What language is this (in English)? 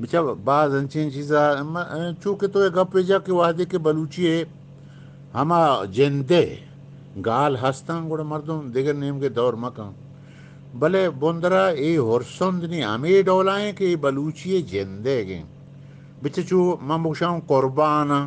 Eastern Balochi